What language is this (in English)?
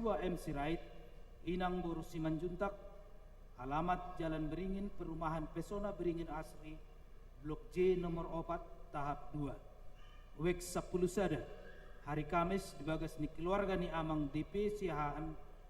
Batak Toba